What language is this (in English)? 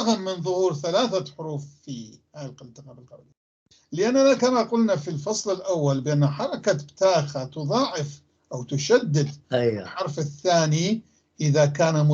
North Levantine Arabic